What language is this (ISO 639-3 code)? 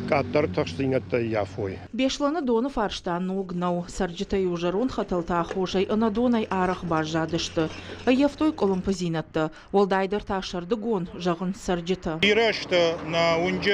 oss